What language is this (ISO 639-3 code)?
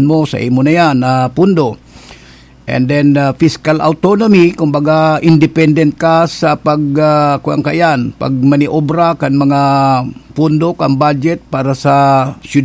bik